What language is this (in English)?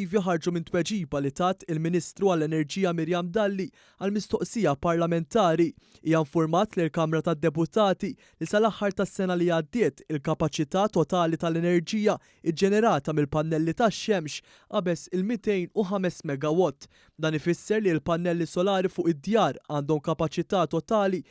Maltese